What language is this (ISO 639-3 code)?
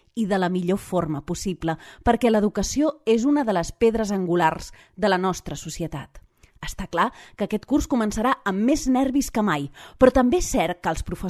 cat